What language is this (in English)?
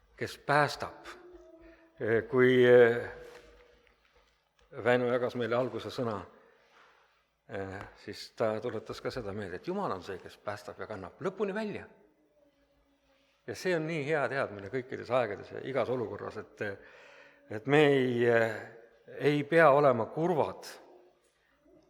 Estonian